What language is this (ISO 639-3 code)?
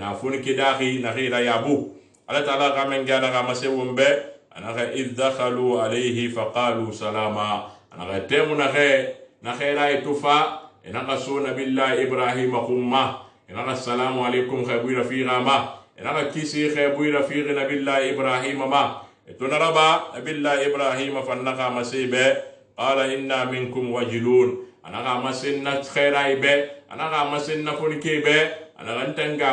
sus